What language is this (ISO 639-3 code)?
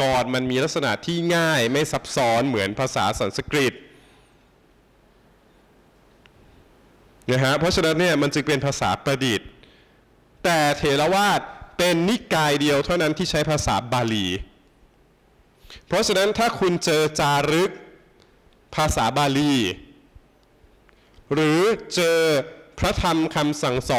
tha